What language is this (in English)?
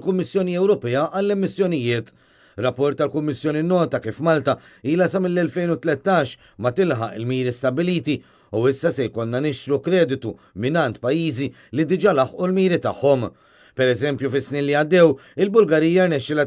Maltese